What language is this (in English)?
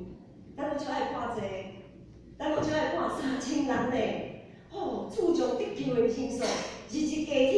Min Nan Chinese